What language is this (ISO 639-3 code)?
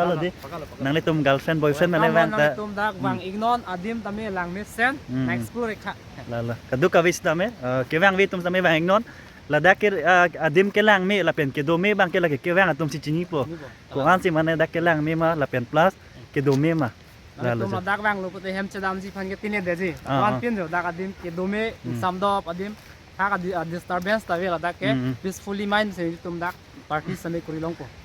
mjw